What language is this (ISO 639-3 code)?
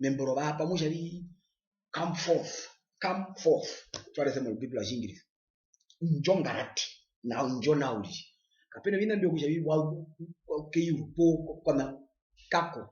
her